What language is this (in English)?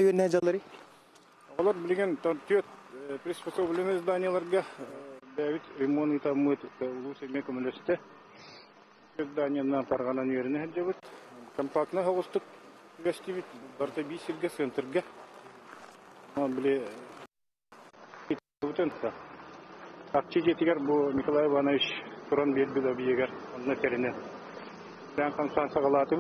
Yakut